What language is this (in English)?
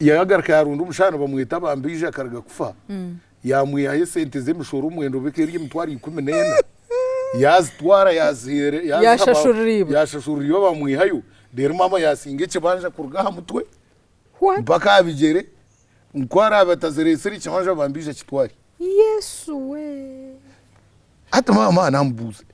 Nyankole